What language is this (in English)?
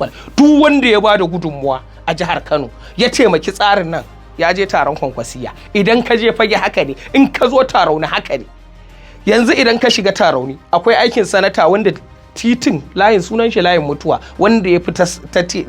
Hausa